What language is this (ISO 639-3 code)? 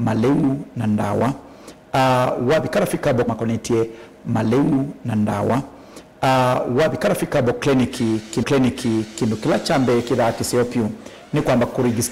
kam